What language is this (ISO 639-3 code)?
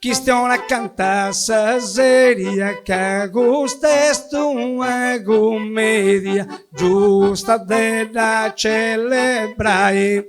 srd